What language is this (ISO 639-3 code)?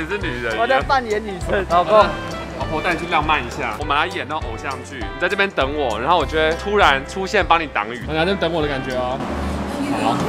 zho